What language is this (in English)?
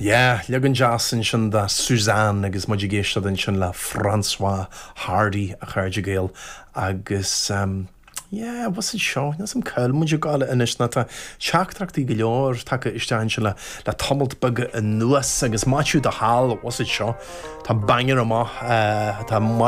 Irish